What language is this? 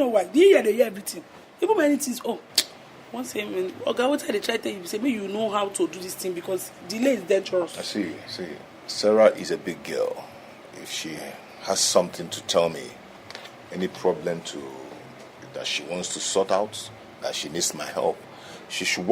Nigerian Pidgin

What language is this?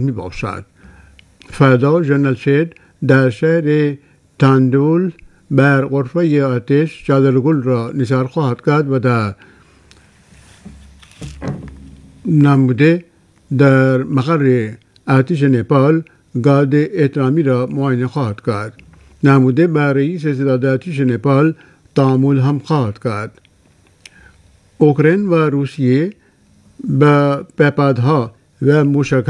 Persian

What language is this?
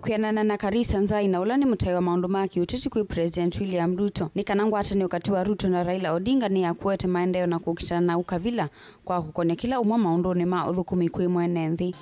Kamba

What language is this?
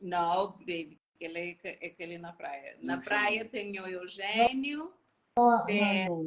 Kabuverdianu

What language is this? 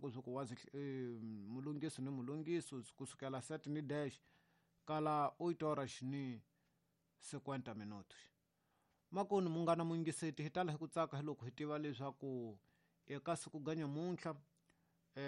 Tsonga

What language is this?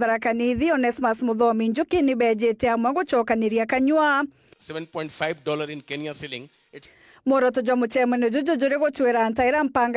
Meru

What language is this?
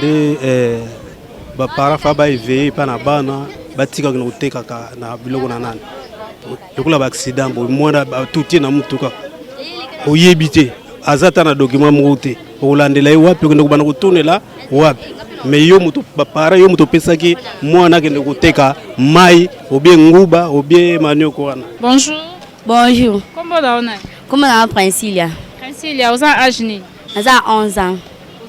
Lingala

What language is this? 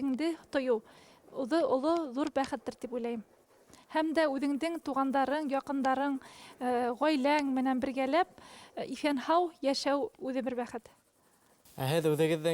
Bashkir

